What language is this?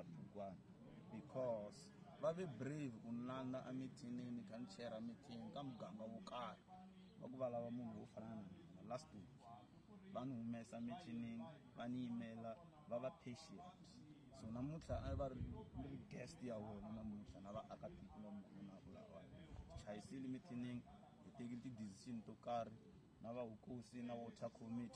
Tsonga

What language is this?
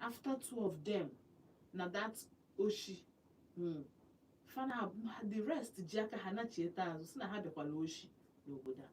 Igbo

